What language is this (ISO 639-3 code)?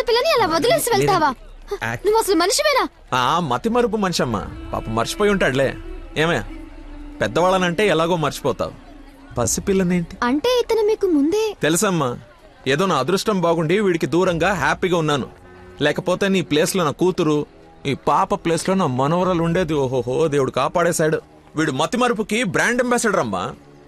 tel